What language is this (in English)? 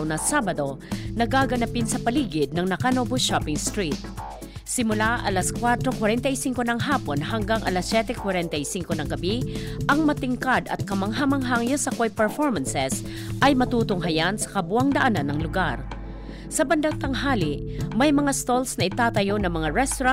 Filipino